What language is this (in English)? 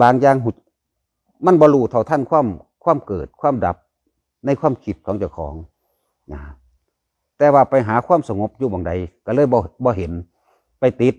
Lao